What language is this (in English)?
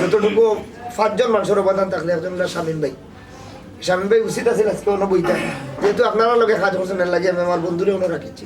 Sylheti